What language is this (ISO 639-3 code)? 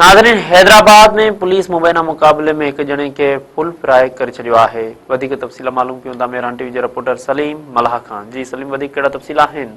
snd